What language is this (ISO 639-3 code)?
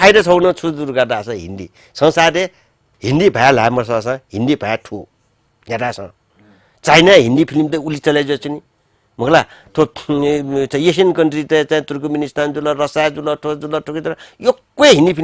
new